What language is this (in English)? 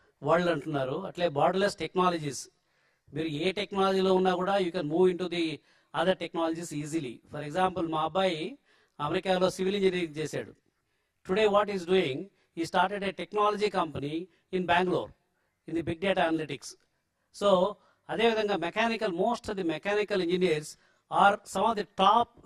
Telugu